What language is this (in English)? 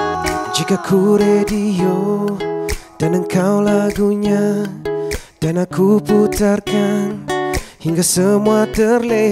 Malay